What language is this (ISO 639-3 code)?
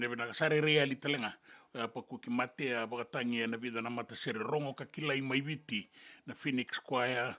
fij